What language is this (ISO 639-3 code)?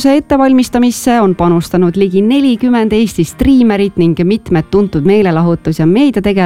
est